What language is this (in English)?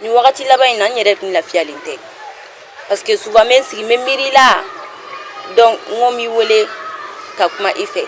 Bambara